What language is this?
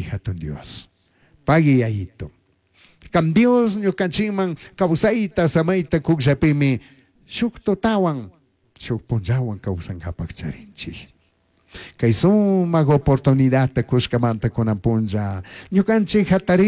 Chimborazo Highland Quichua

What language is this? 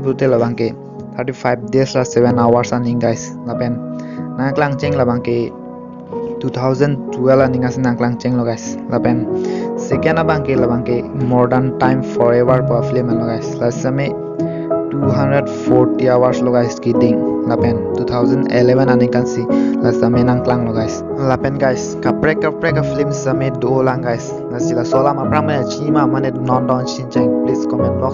Karbi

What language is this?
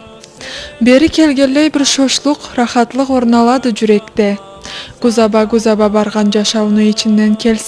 Karachay-Balkar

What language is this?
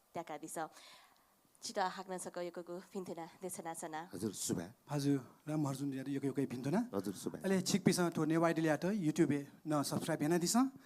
Newari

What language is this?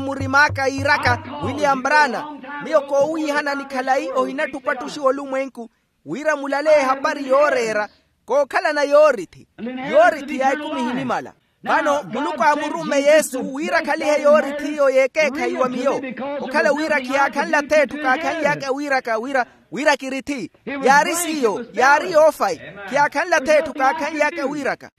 Makhuwa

